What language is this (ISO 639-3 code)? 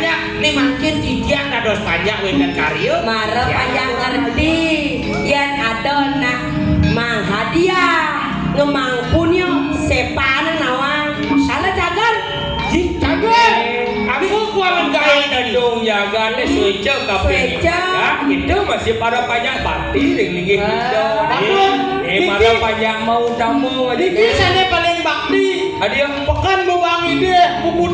ban